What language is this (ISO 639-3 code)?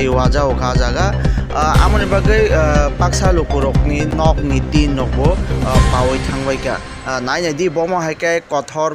trp